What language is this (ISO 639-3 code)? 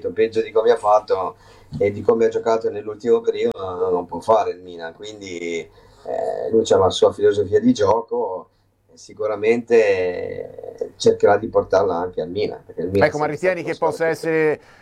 ita